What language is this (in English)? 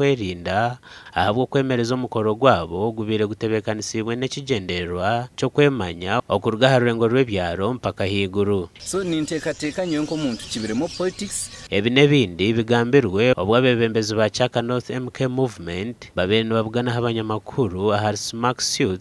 Nyankole